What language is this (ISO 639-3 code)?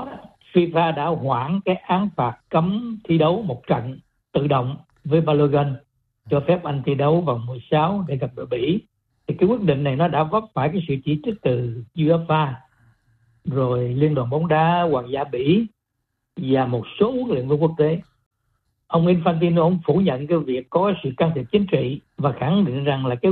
vie